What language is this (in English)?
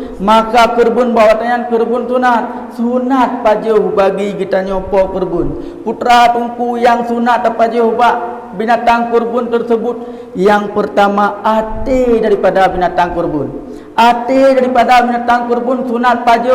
Achinese